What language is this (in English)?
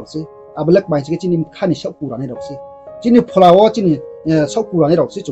Riang (India)